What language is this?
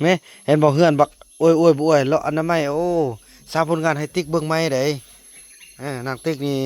Lao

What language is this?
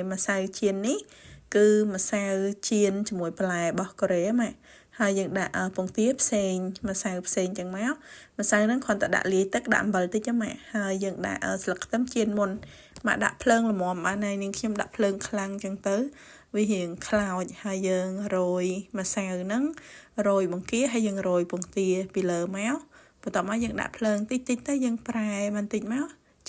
Khmer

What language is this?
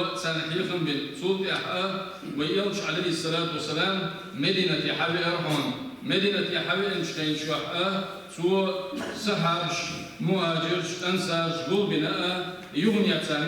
Chechen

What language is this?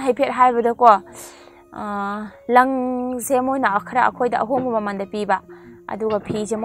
Manipuri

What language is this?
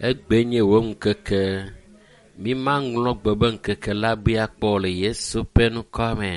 Ewe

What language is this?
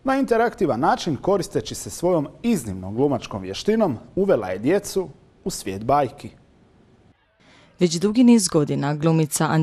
Croatian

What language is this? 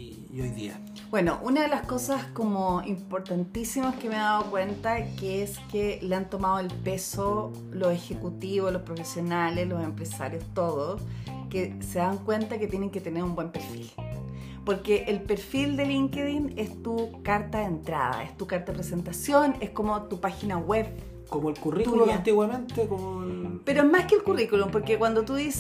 Spanish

